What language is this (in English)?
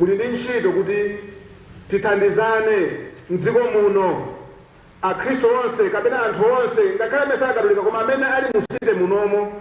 Nyanja